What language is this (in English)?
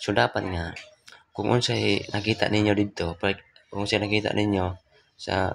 Cebuano